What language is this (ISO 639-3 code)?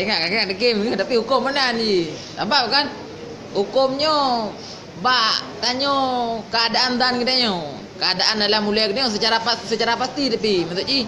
ace